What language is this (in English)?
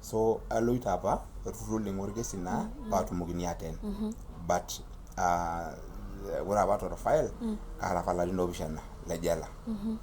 Masai